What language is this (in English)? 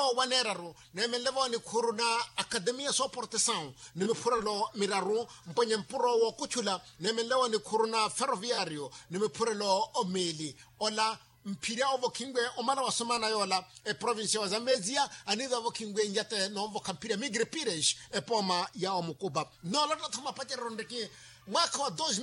Makhuwa